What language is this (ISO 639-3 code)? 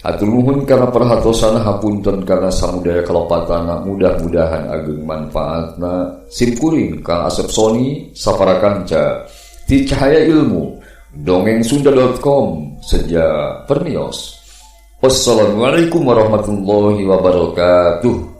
sun